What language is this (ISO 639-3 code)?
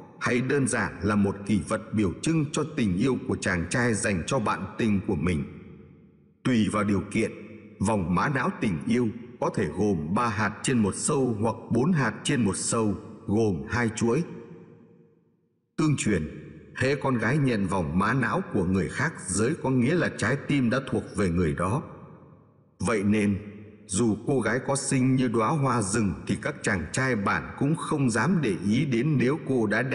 vie